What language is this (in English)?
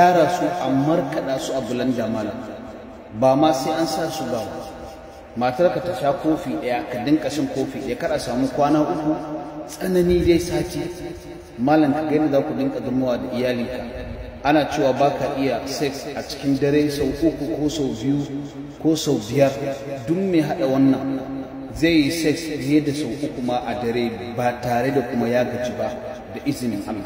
Hausa